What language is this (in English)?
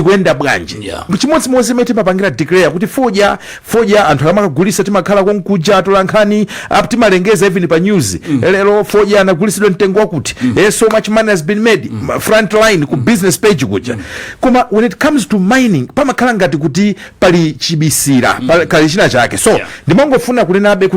Nyanja